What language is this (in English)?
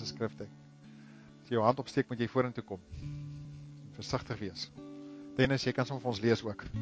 Afrikaans